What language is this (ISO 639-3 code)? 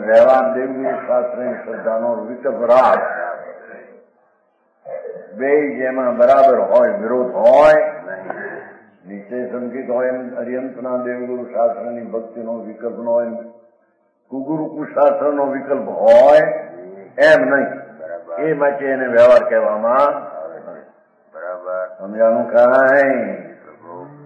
guj